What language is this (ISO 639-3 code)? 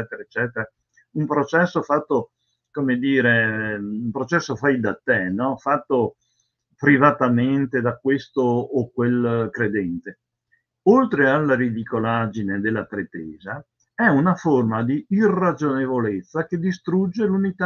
ita